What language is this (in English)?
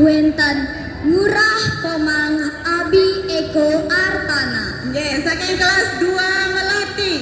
Balinese